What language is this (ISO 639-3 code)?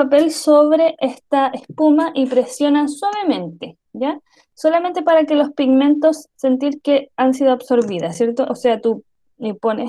spa